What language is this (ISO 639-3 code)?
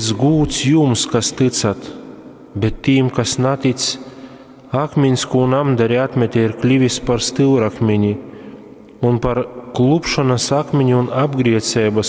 ltg